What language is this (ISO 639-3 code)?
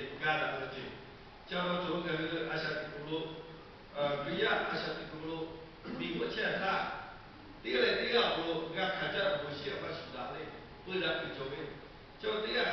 lhu